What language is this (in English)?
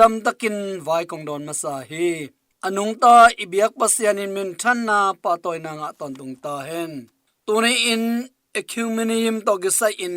Tedim Chin